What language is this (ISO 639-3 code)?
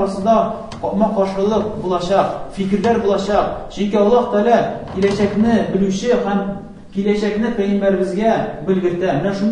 tat